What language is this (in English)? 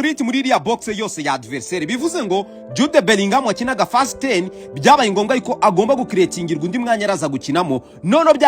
Kinyarwanda